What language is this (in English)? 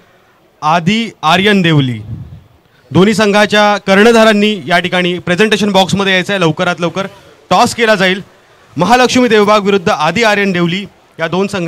Marathi